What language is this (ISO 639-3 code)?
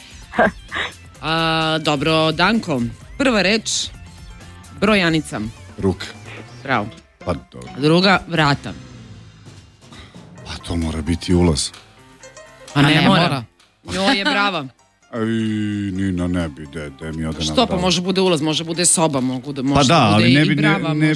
srp